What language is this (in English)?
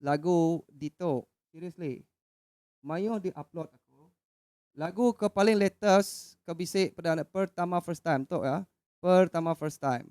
Iban